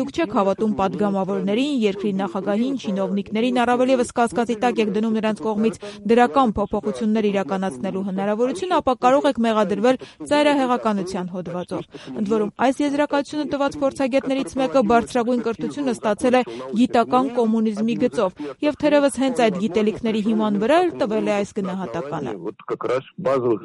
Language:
Armenian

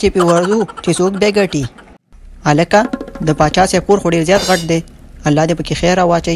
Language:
Pashto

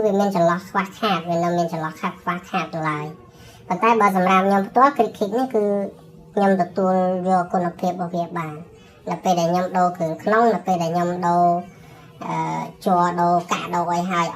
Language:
Khmer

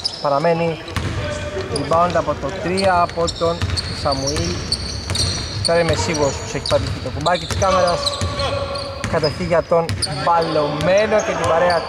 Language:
Greek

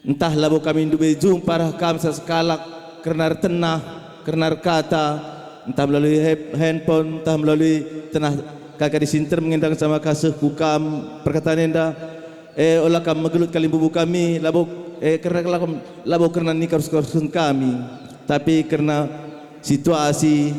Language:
Batak Karo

